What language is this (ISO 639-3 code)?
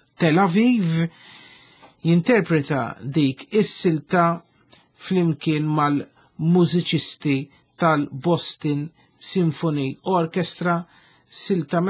mlt